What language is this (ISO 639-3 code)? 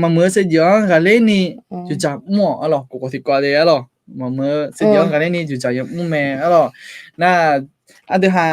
ahk